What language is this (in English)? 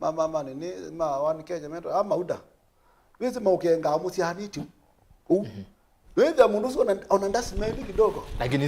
Kamba